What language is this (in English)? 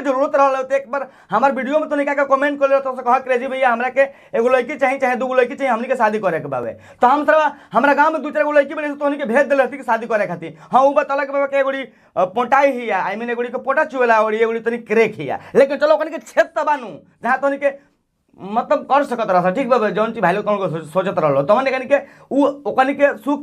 Bhojpuri